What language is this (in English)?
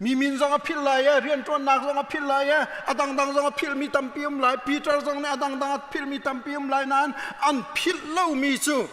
Hakha Chin